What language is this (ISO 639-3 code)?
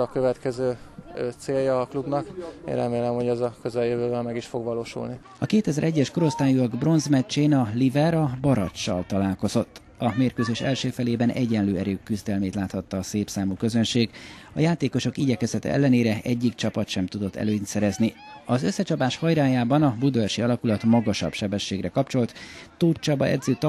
hun